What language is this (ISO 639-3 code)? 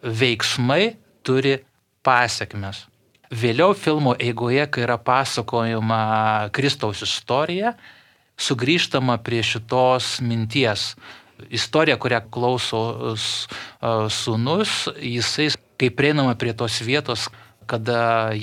lit